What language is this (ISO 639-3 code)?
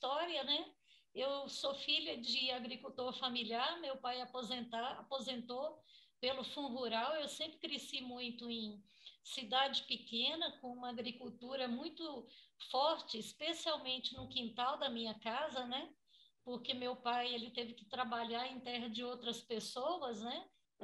por